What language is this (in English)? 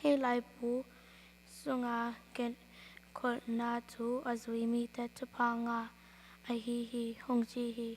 Tedim Chin